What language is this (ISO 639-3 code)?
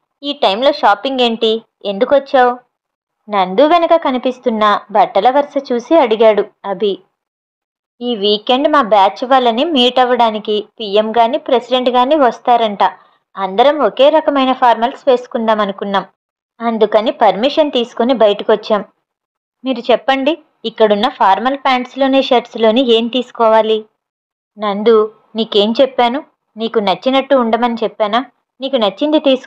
tel